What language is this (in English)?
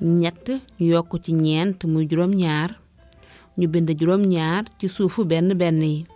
Wolof